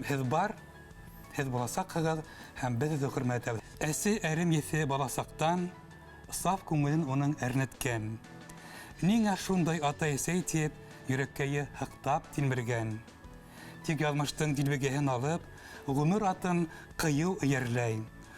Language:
Bashkir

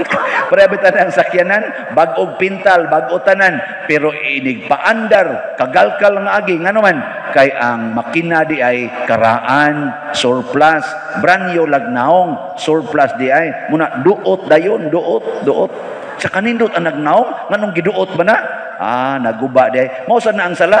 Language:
Cebuano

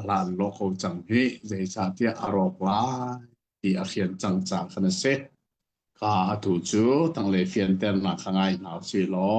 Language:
Hakha Chin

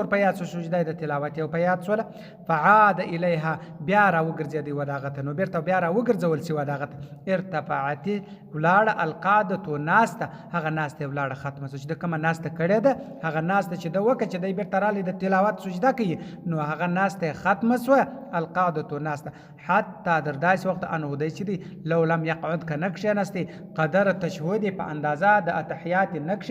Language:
Pashto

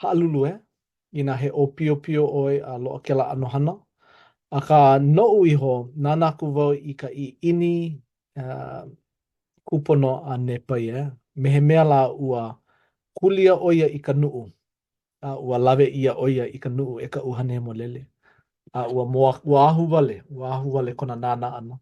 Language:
Hawaiian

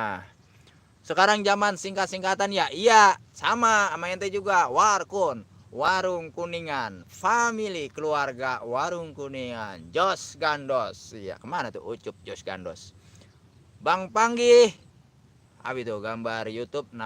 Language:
Betawi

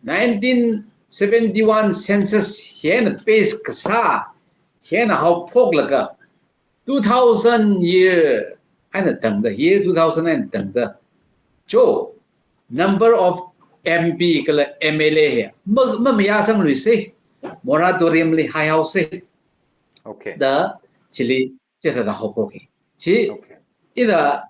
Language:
Tangkhul Naga (India)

